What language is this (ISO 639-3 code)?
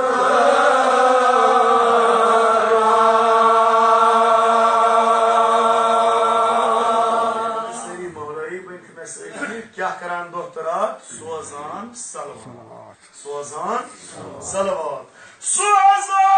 kas